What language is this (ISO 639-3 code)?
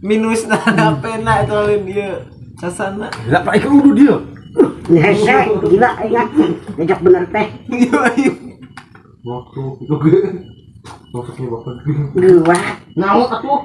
sun